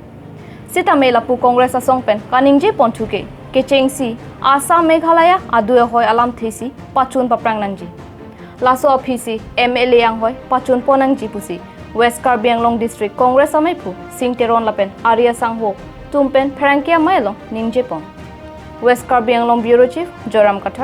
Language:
Karbi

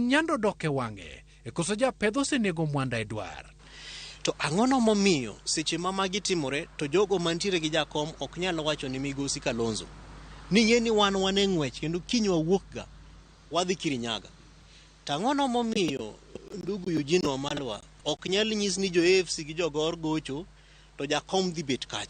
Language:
Luo (Kenya and Tanzania)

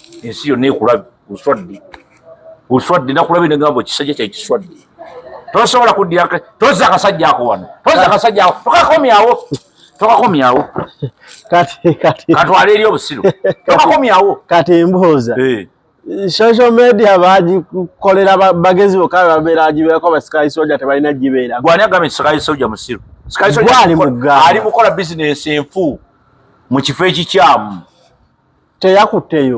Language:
Ganda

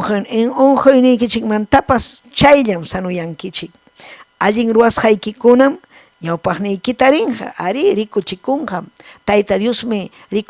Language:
Ayacucho Quechua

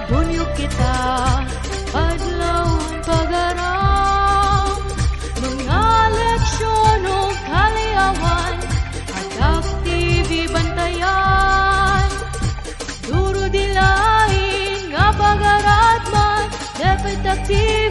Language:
Waray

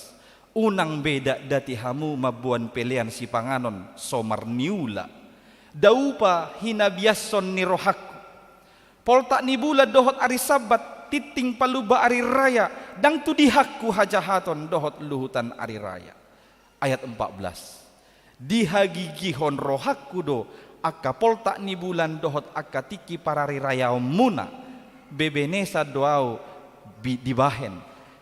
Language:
Batak Toba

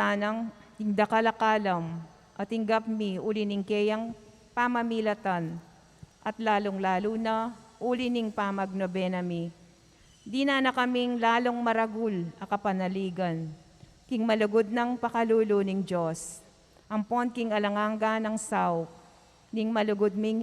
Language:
Pampanga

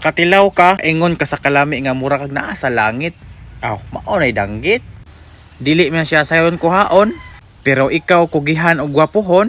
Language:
Cebuano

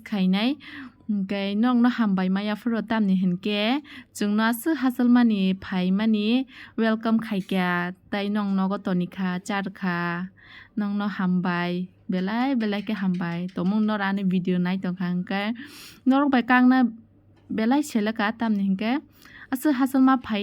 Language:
Kok Borok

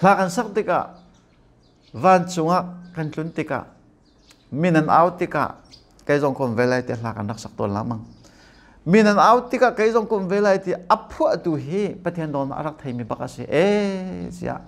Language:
Hakha Chin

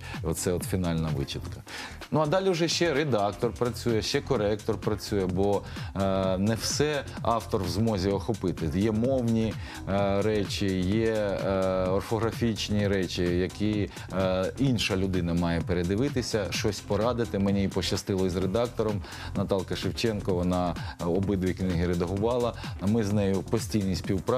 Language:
Ukrainian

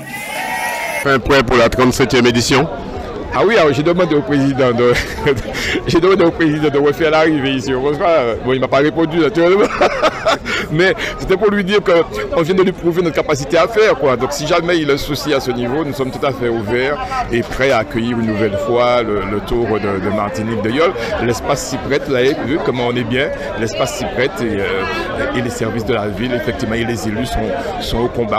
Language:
French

